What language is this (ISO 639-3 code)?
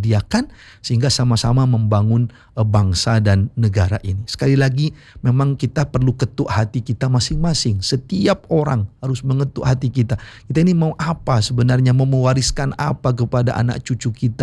ind